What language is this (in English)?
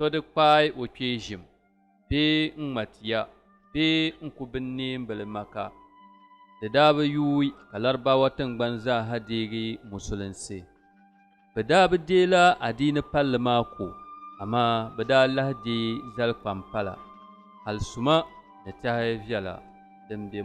Dagbani